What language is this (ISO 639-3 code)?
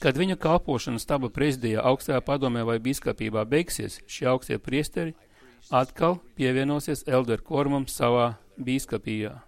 lav